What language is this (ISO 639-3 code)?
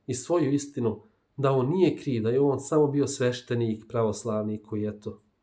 bos